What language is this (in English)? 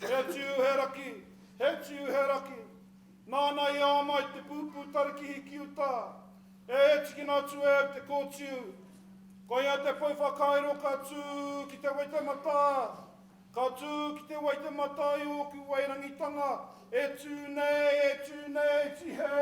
Māori